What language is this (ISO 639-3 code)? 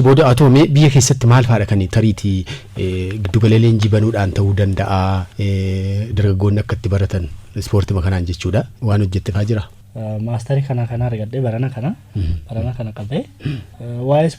orm